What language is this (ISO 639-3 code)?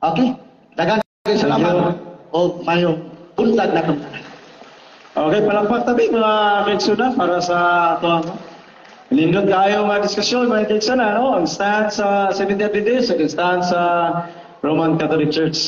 ceb